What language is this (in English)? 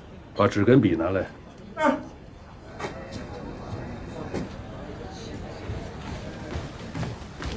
Chinese